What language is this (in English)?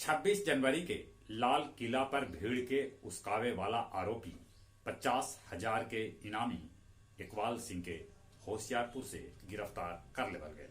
Magahi